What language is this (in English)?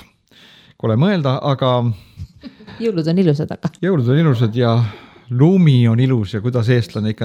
Estonian